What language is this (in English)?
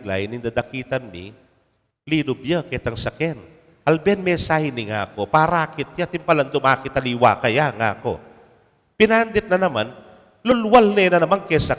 Pampanga